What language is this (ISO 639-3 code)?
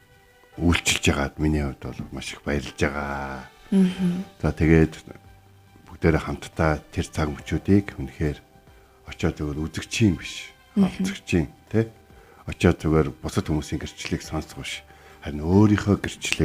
mon